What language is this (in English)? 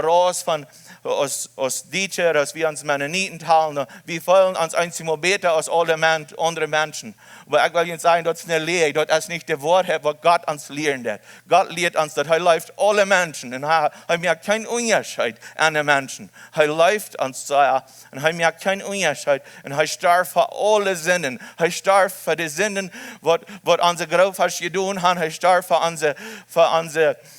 Plautdietsch